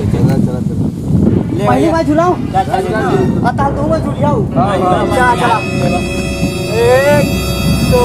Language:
Chhattisgarhi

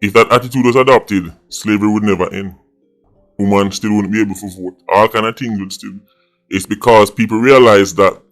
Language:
Jamaican Creole English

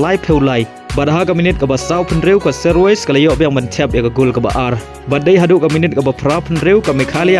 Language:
Khasi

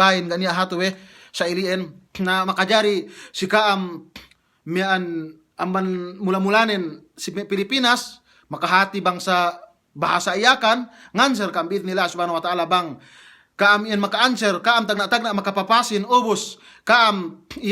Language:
Yakan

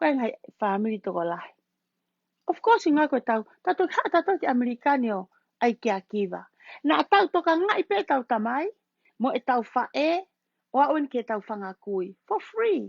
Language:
Tongan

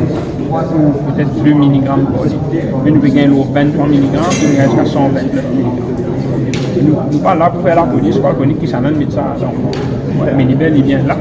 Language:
Morisyen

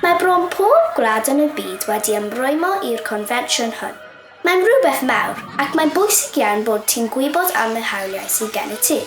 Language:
Welsh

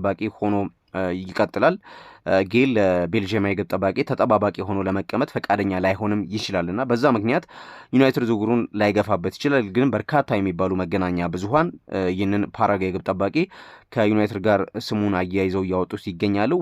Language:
Amharic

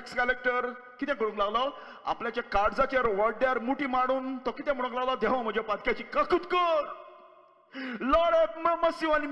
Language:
Konkani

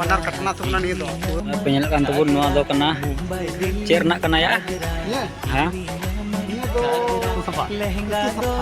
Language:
Santali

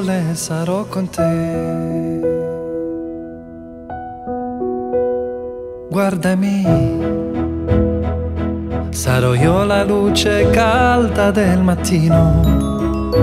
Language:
Italian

